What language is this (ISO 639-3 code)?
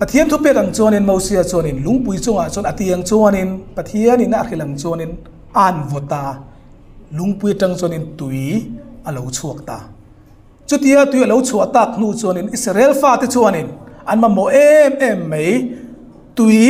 hmr